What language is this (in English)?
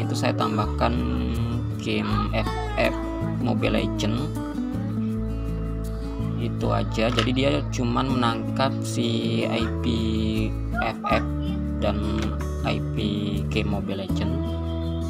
Indonesian